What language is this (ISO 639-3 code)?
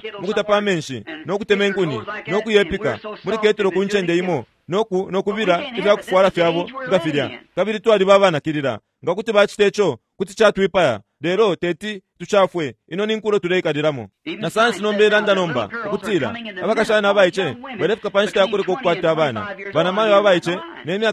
bem